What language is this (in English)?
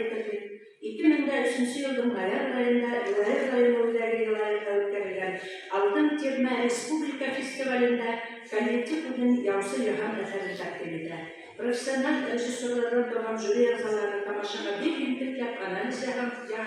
Bashkir